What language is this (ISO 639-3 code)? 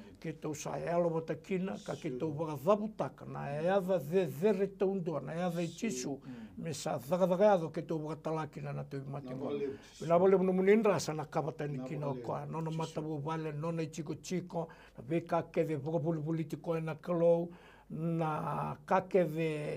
fij